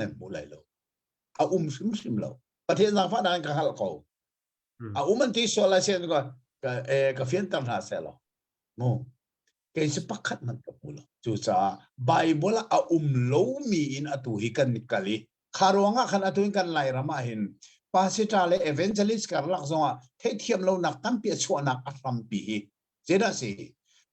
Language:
Hakha Chin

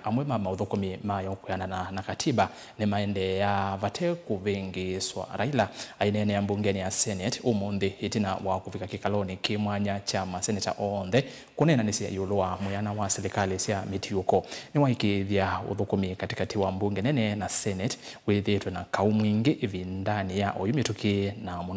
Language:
Kamba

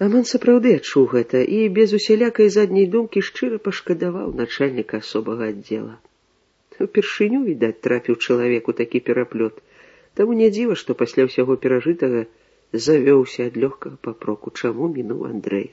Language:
Belarusian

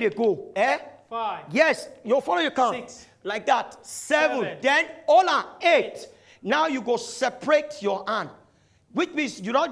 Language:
Nigerian Pidgin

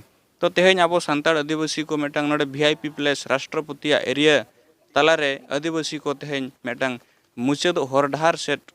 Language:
Santali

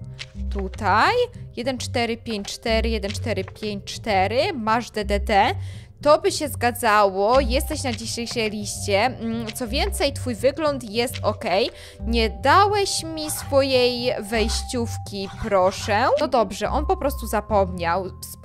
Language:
Polish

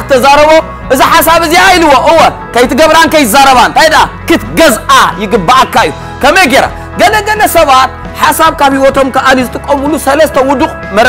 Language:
Tigrinya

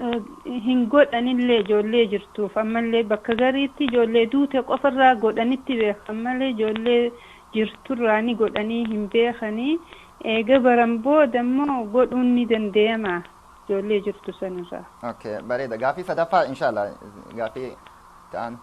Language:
Oromo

